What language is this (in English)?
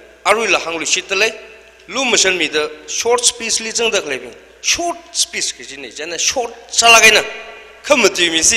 Tangkhul Naga (India)